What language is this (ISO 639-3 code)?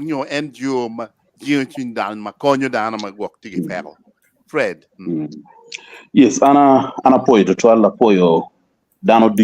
ach